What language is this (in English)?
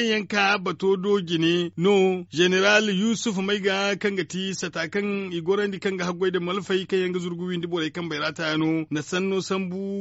Zarma